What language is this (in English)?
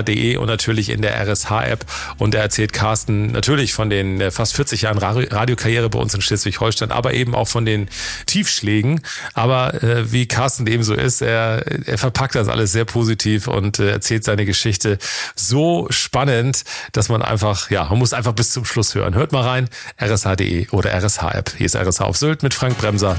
German